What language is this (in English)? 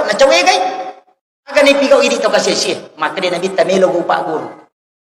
Buginese